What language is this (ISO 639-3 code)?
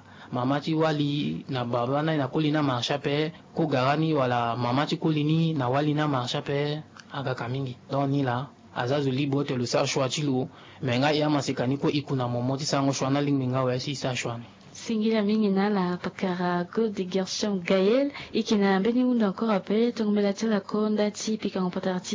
sag